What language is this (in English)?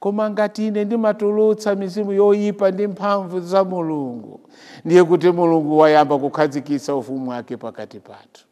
Nyanja